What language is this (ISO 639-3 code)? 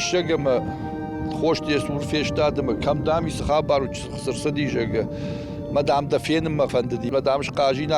oss